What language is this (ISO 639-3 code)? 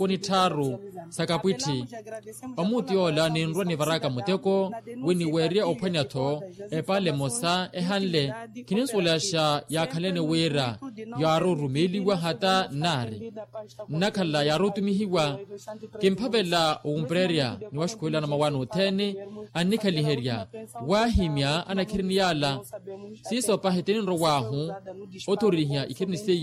vmw